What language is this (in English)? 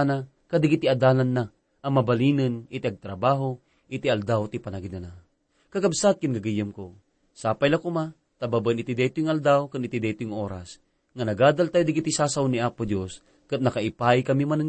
Iloko